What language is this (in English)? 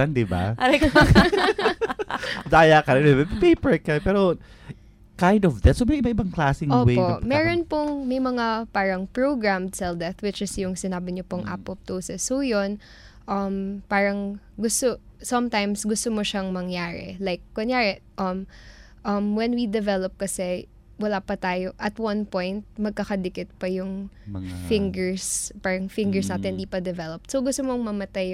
Filipino